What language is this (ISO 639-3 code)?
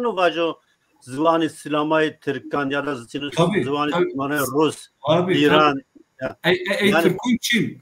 zza